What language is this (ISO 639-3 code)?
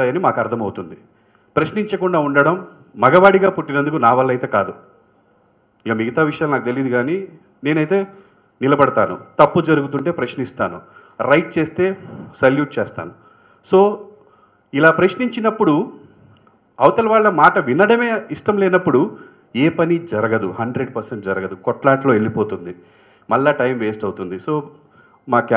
tel